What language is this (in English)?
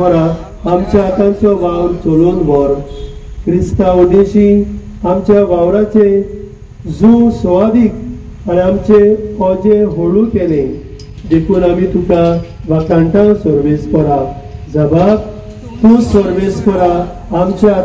Konkani